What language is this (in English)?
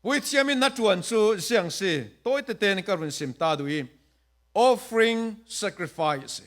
Falam Chin